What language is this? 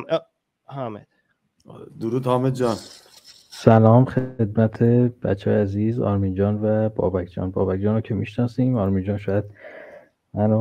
Persian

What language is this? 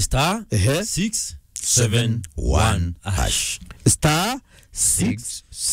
Meru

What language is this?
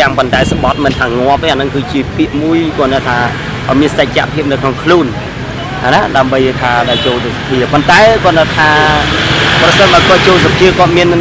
Khmer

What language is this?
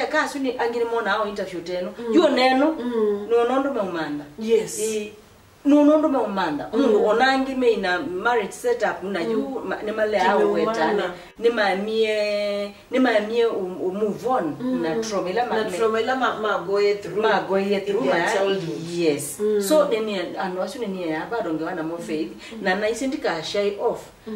Kamba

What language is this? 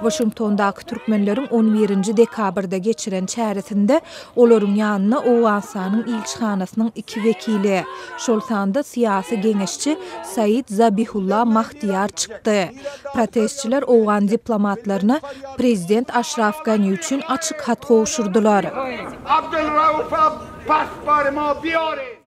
Turkmen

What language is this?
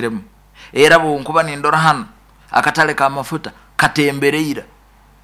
Nyoro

